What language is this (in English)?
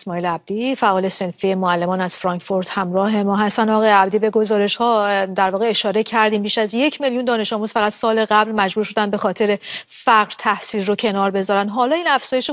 Persian